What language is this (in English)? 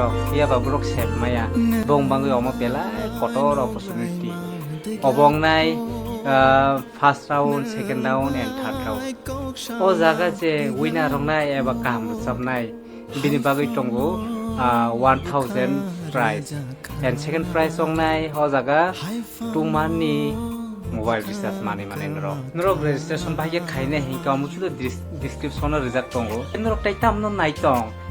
Kok Borok